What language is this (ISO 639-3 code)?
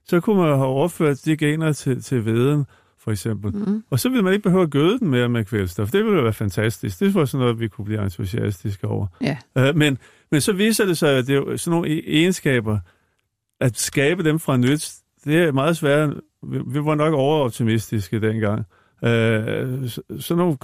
dan